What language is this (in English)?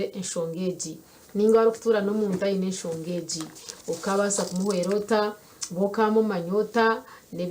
Nyankole